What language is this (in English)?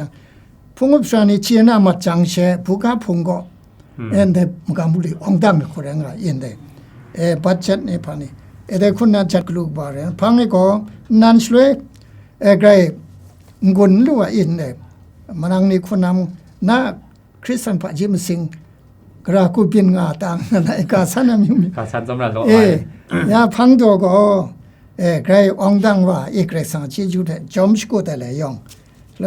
Kachin